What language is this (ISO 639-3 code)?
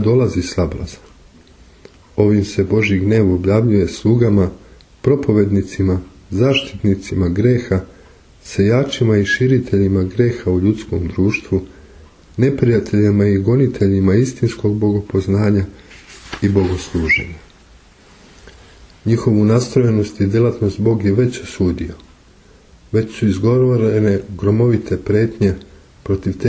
srp